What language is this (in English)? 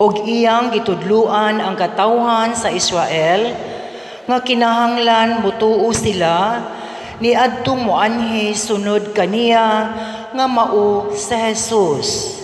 Cebuano